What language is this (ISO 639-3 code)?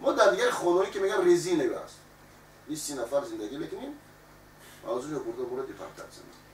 tgk